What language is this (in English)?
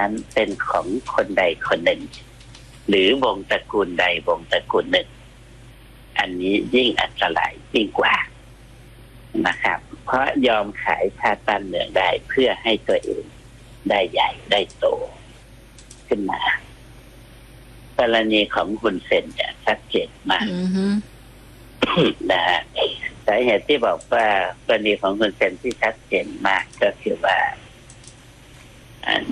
Thai